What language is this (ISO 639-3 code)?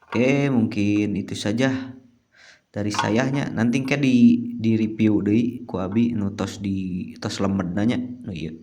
sun